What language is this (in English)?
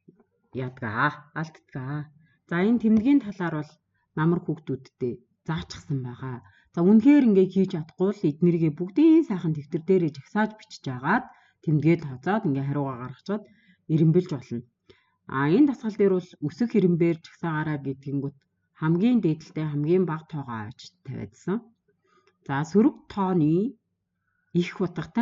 Mongolian